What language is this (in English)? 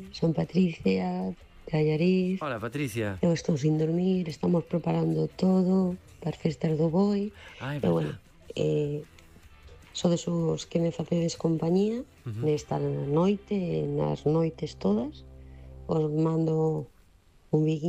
Galician